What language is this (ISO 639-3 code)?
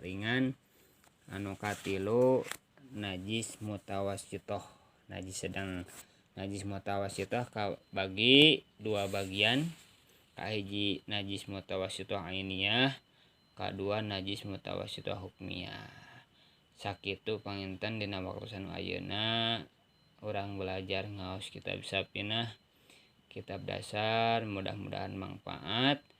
sun